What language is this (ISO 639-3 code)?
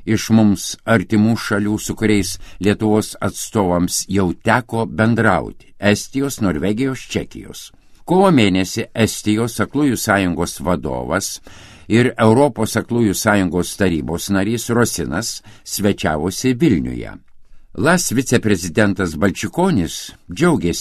lit